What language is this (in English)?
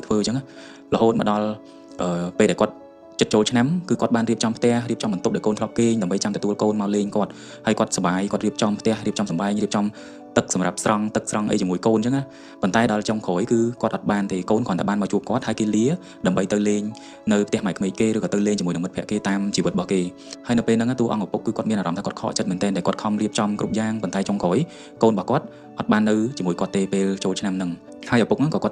Khmer